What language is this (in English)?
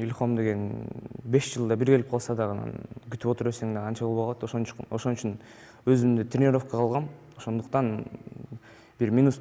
Kyrgyz